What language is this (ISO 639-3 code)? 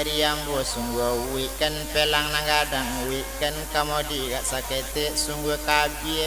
min